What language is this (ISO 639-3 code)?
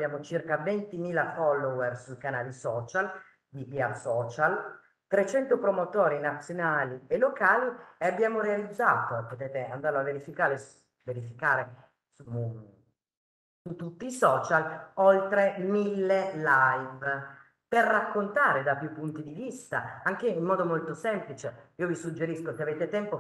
ita